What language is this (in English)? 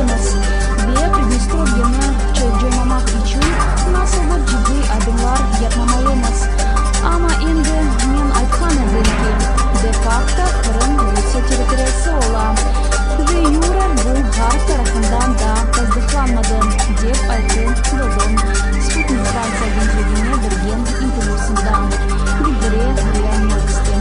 Crimean Tatar